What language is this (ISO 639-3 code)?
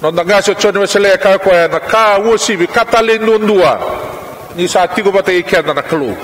fij